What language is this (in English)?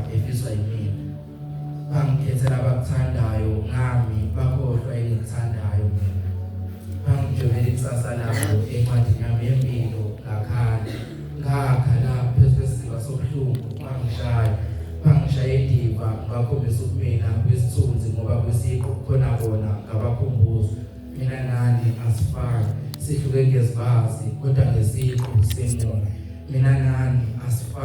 Zulu